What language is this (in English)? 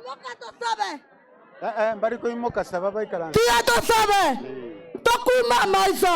Gusii